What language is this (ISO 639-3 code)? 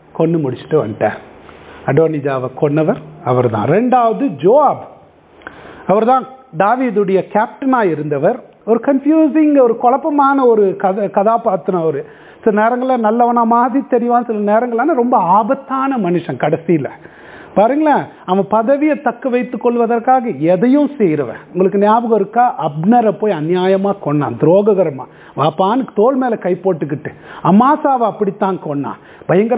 tam